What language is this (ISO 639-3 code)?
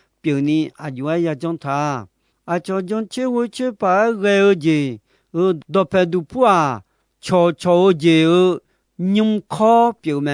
ahk